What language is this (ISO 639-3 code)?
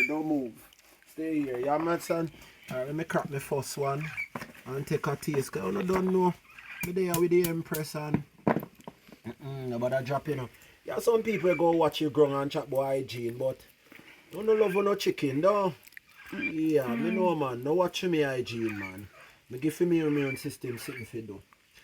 jam